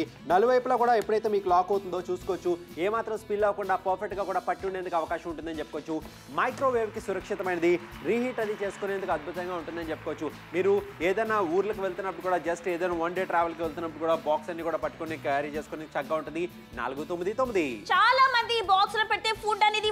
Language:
Telugu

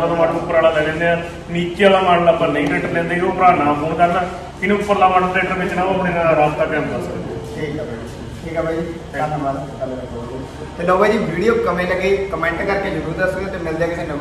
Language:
Punjabi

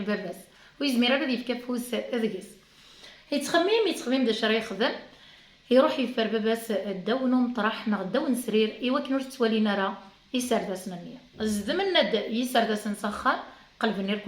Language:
Kabyle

